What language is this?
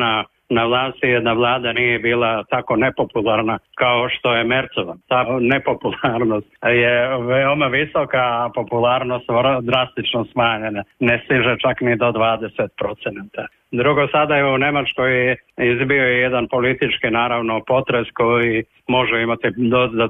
Serbian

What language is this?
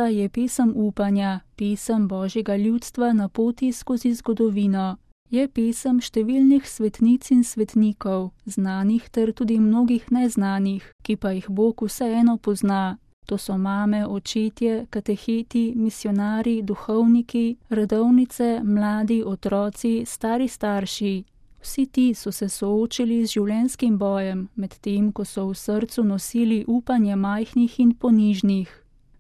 Slovenian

